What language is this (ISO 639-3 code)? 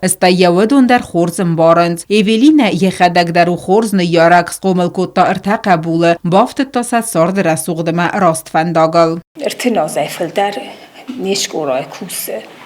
oss